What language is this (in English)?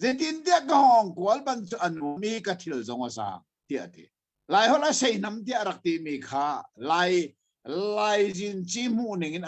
Hakha Chin